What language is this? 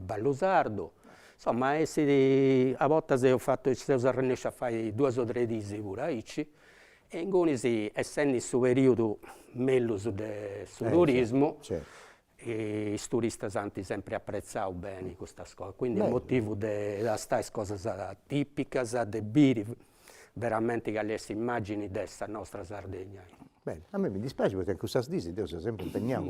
Sardinian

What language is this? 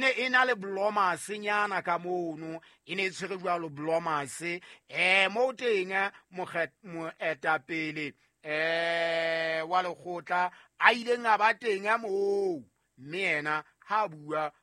Southern Sotho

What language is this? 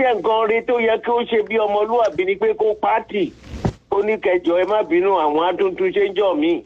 Yoruba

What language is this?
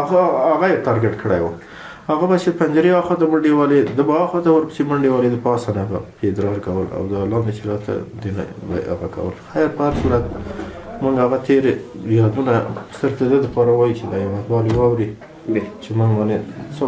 Pashto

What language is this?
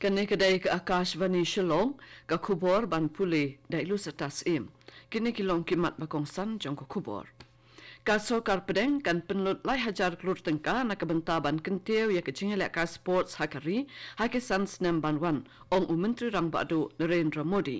Khasi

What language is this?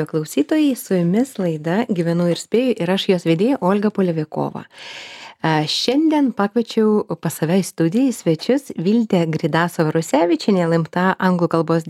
Lithuanian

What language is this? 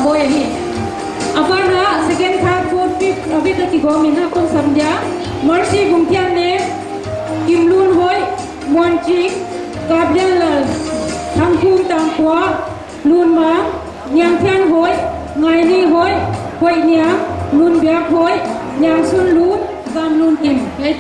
Paite Chin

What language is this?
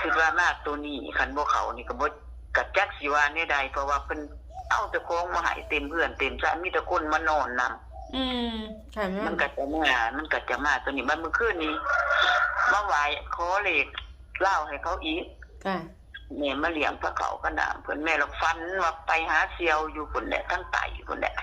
Northeastern Thai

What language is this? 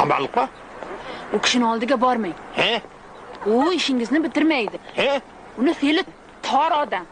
Kara-Kalpak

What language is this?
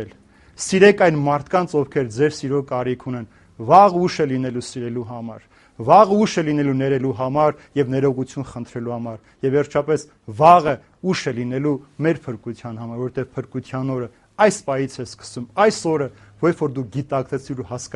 Armenian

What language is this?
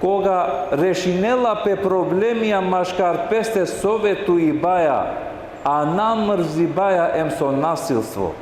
Balkan Romani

